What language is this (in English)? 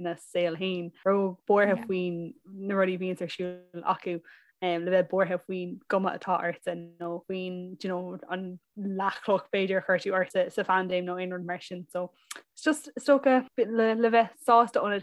Irish